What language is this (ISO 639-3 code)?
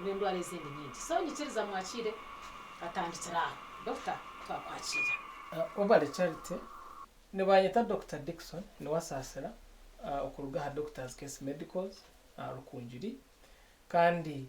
nyn